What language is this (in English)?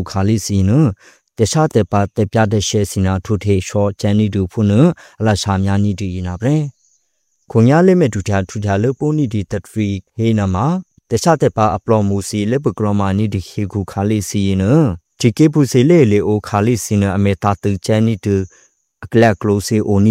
Burmese